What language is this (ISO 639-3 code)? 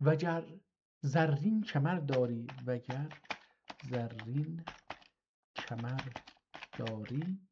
azb